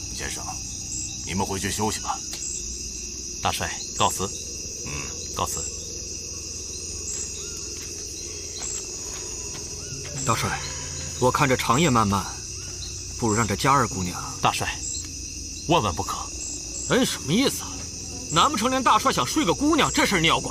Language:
Chinese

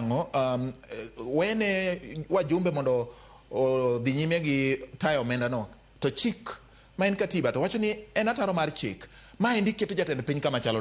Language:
Luo (Kenya and Tanzania)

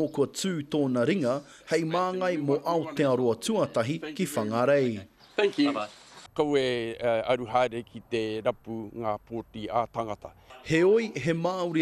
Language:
Māori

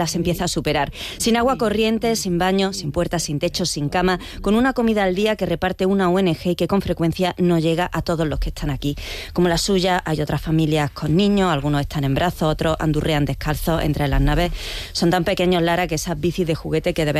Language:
Spanish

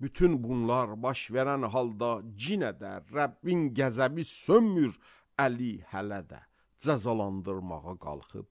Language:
Azerbaijani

